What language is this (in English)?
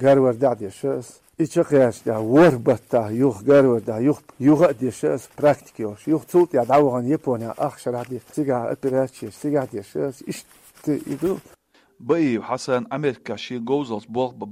Chechen